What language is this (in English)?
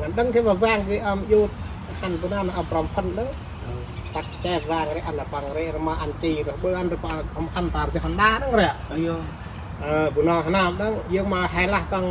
Central Mnong